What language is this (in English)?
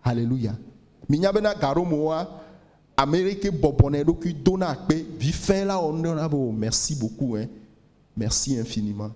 Ewe